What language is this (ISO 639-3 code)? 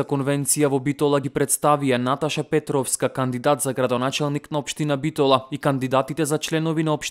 mkd